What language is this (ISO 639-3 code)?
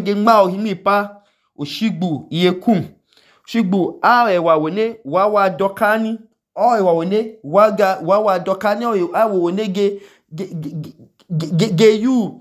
idu